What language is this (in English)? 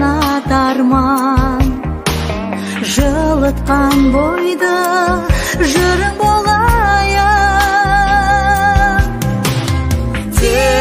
Kazakh